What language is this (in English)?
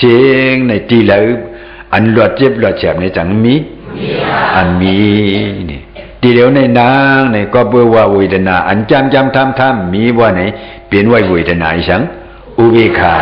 Shan